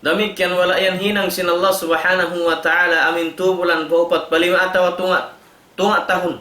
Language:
Tausug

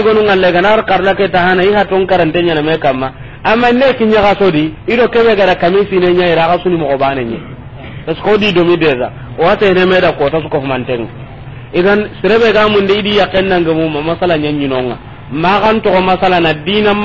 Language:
Soninke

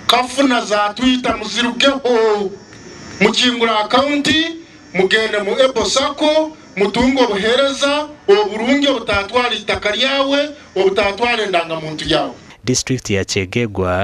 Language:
Nyankole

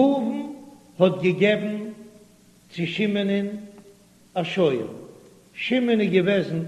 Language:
Yiddish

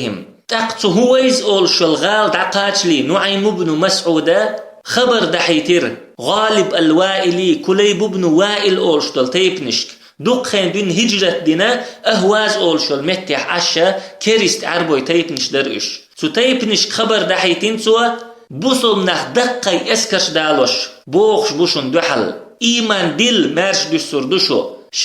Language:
Chechen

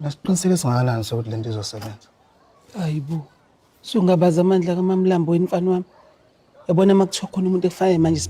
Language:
Zulu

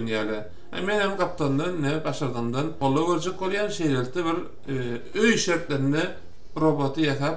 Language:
Turkmen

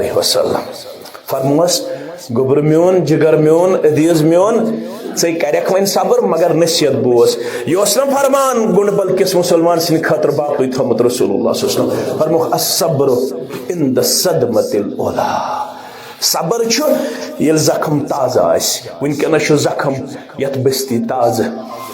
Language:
Kashmiri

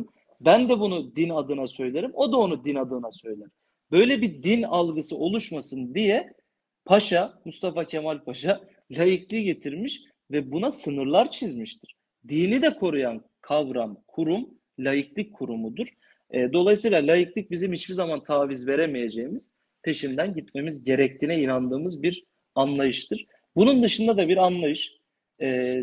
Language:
Turkish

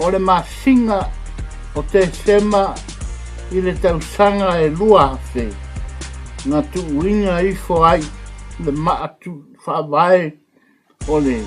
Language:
Samoan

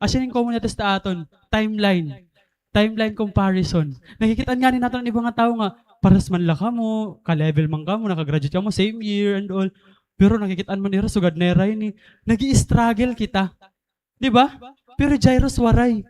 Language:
Waray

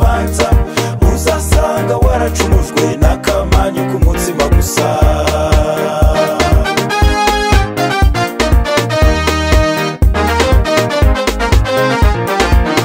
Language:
Kinyarwanda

